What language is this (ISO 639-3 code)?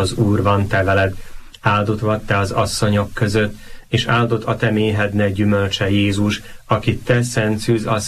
hun